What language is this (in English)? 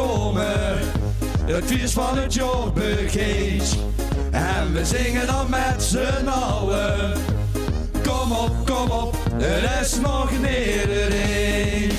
Limburgish